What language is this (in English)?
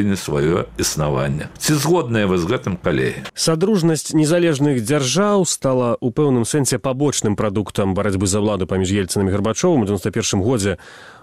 Belarusian